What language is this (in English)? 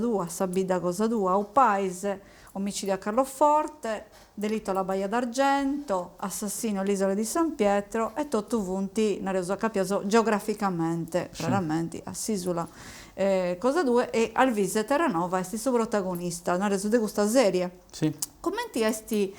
Sardinian